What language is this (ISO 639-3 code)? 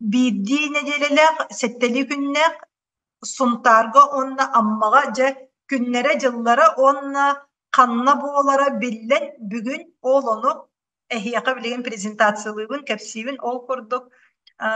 sah